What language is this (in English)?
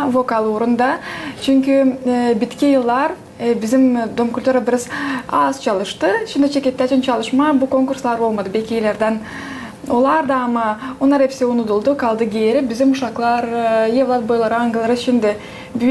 Gagauz